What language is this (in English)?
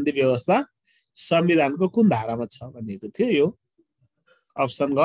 Nepali